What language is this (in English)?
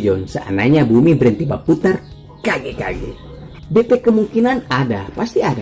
Manado Malay